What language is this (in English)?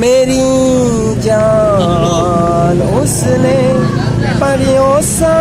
Betawi